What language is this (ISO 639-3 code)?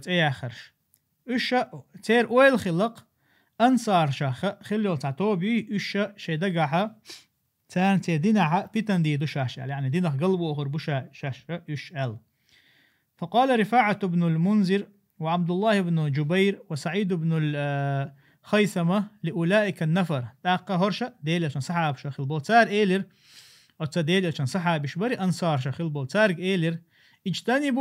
che